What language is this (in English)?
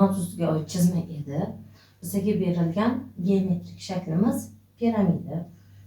Uzbek